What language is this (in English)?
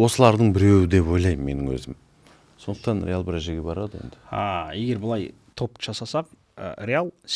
Kazakh